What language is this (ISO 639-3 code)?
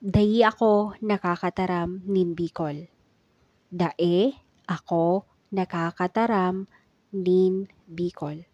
bik